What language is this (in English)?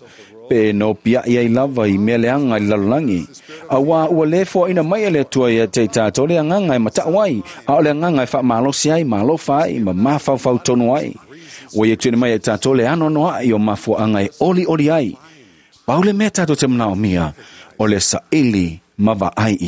Samoan